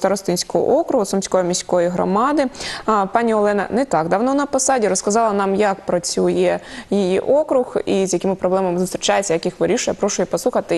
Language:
Ukrainian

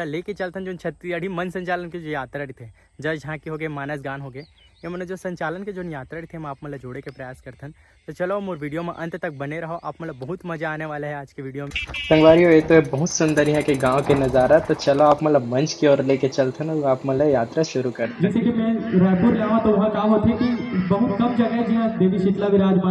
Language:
Chhattisgarhi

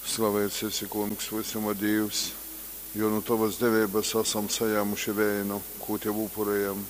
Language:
Latgalian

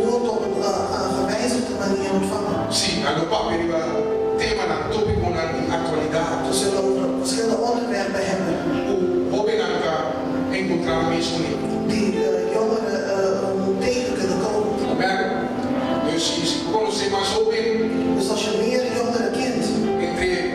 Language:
Papiamento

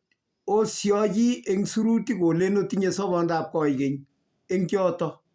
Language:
Kalenjin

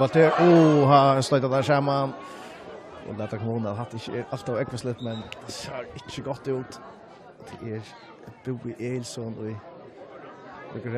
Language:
Faroese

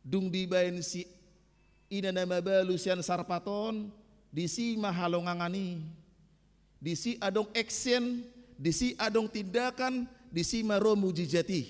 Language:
Batak Toba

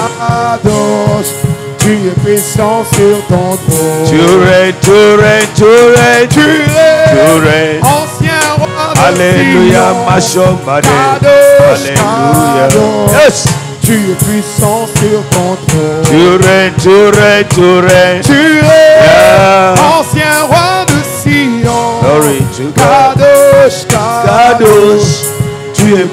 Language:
French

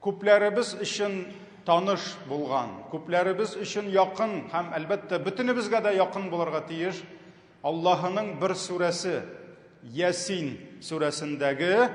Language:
Tatar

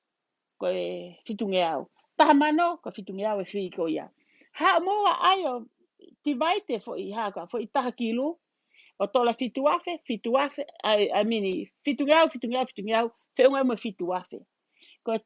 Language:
Tongan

